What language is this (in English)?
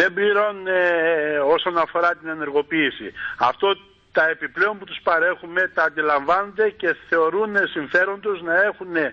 Greek